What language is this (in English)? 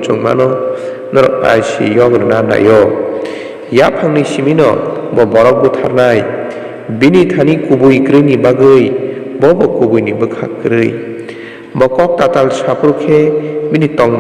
Kok Borok